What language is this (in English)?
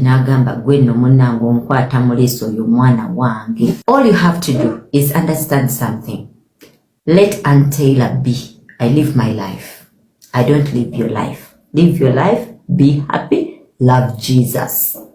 Ganda